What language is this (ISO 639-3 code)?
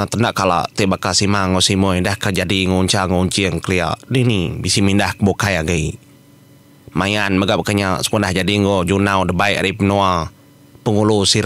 iba